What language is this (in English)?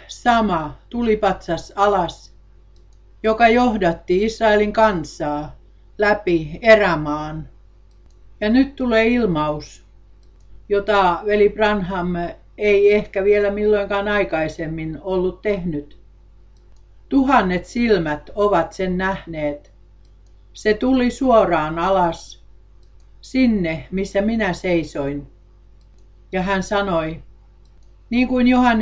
Finnish